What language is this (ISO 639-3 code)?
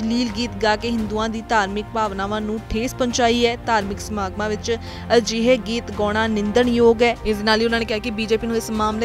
pan